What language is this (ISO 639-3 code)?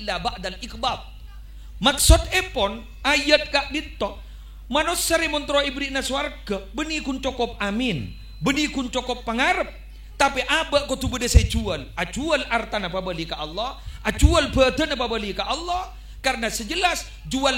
mad